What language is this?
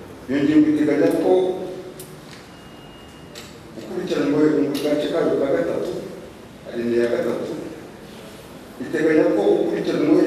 Kinyarwanda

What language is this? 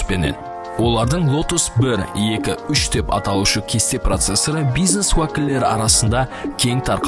Kara-Kalpak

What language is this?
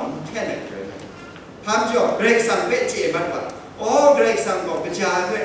Kachin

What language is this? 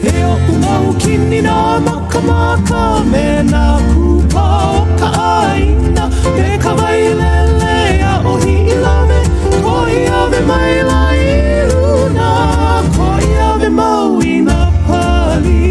Hawaiian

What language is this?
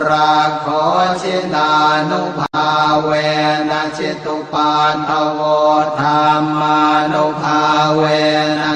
Pali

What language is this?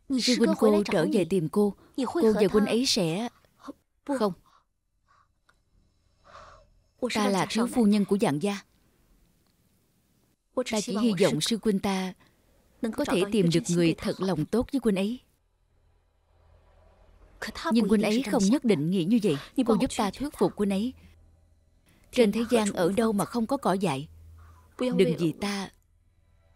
Vietnamese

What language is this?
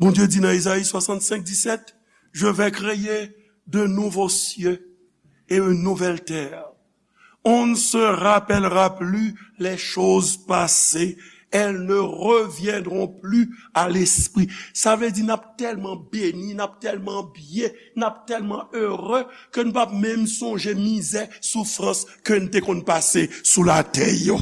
Haitian Creole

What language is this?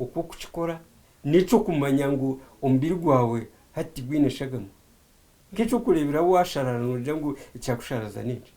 Nyankole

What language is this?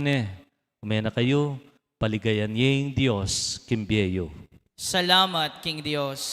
Pampanga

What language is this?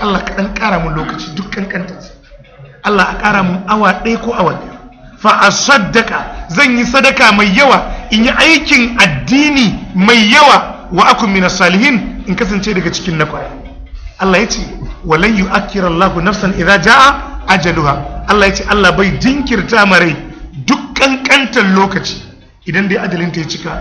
Hausa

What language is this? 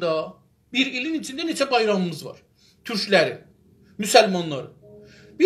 South Azerbaijani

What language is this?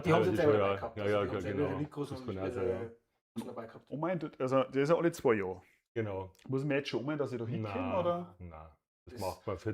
Bavarian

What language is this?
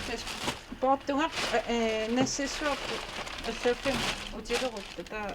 Kalaallisut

